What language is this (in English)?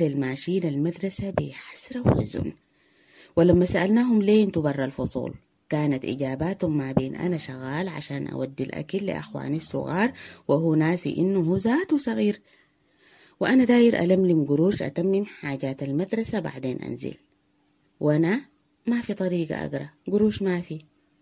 Sudanese Arabic